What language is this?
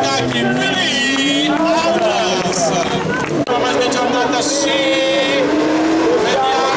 Italian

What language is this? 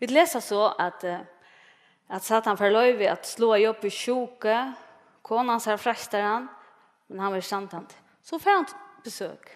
Faroese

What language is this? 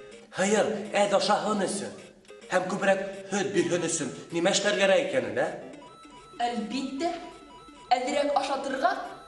Bashkir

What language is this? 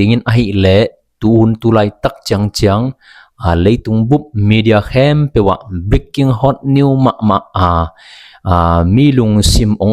Tedim Chin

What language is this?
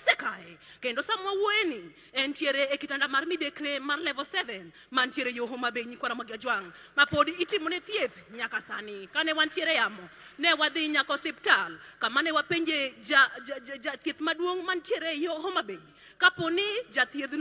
Luo (Kenya and Tanzania)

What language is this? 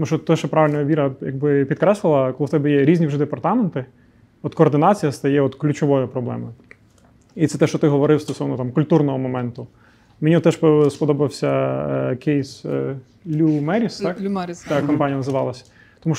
Ukrainian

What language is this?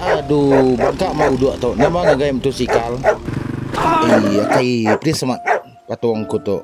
Iban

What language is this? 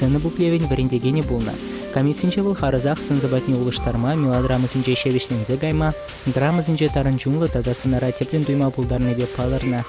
Chuvash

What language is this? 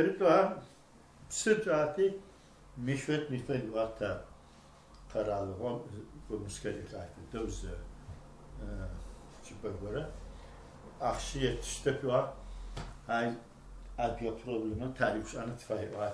Adyghe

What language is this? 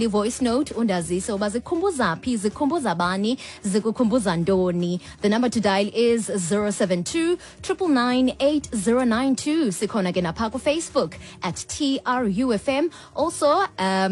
Xhosa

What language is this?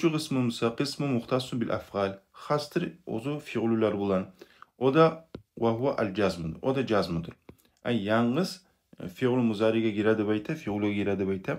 Kumyk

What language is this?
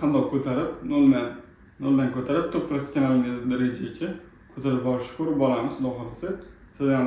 Uzbek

